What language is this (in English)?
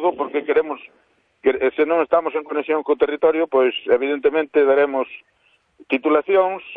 Galician